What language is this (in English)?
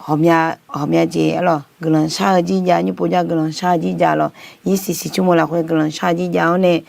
Akha